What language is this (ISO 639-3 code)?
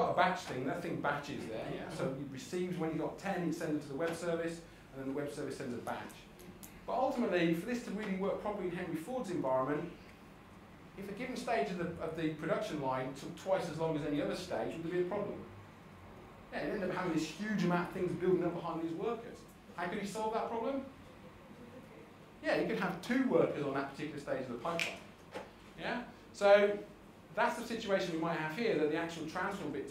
eng